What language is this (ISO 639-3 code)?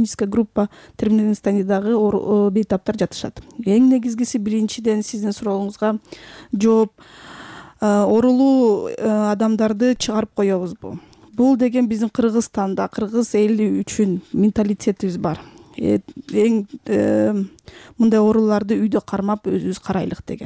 kir